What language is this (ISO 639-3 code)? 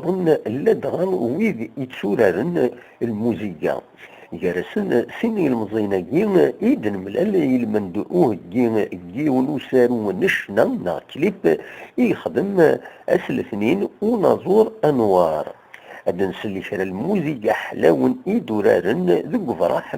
kab